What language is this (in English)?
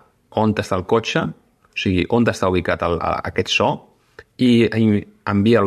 Catalan